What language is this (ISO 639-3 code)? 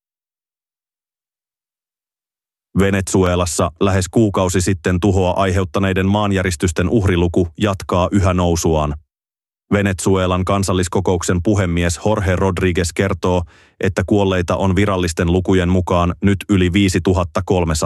fin